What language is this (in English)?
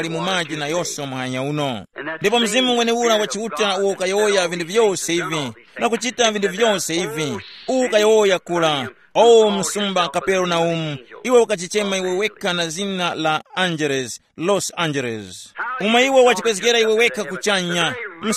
Tumbuka